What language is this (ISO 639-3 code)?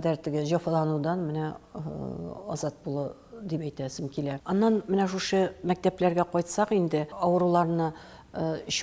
tat